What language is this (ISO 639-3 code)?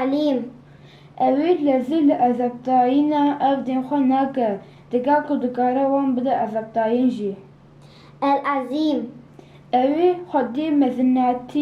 kur